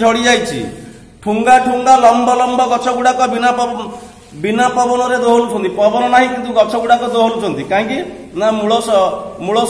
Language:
Odia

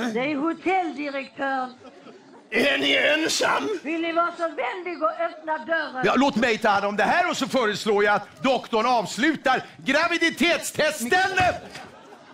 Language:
Swedish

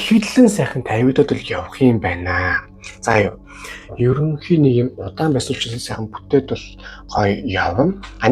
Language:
Mongolian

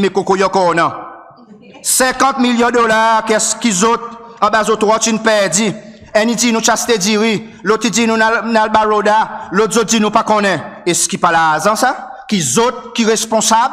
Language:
Seselwa Creole French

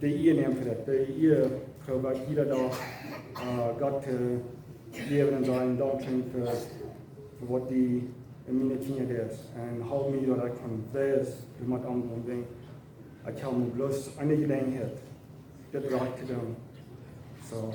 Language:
Plautdietsch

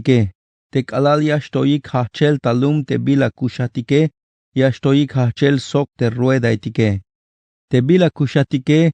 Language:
Tzeltal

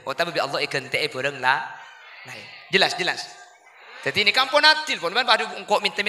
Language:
Madurese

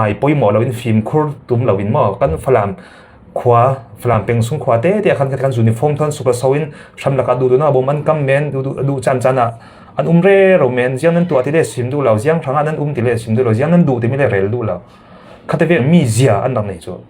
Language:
Falam Chin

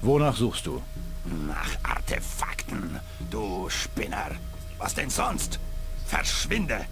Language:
Bavarian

